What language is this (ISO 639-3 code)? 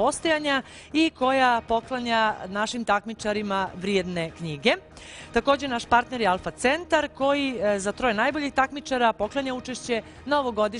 bos